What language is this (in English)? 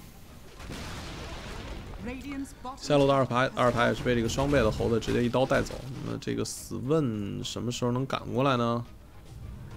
Chinese